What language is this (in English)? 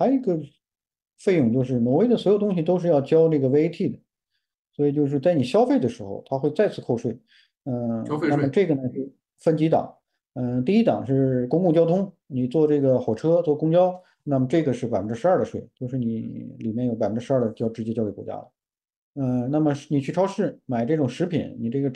Chinese